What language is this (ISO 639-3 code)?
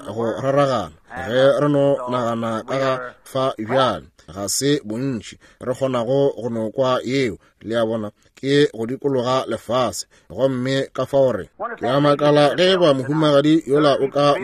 nso